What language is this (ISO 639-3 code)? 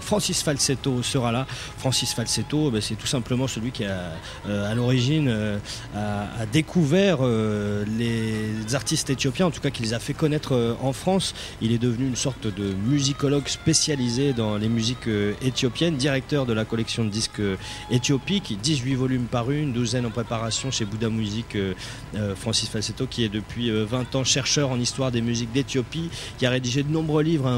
fra